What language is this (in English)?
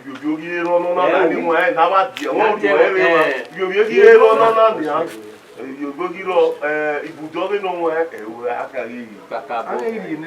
Bini